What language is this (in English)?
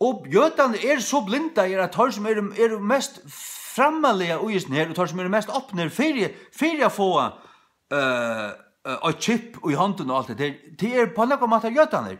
Faroese